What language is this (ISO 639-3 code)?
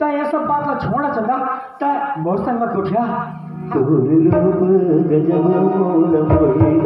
hne